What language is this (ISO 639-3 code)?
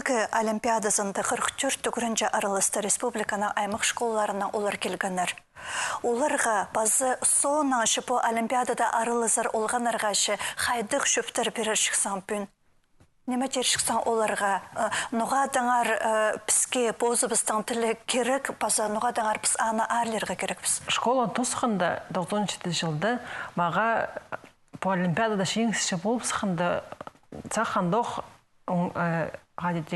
kjh